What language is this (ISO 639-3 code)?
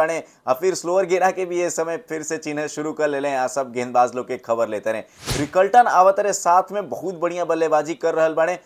bho